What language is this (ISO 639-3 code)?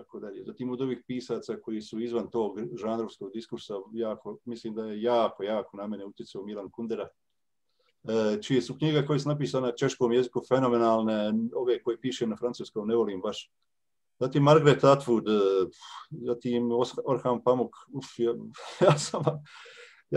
hrv